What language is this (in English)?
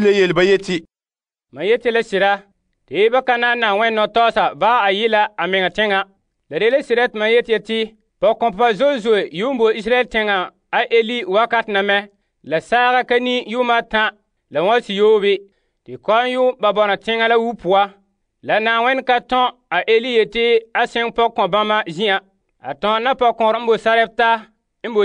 Frafra